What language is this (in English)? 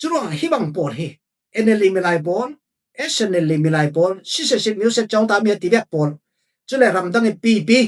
Falam Chin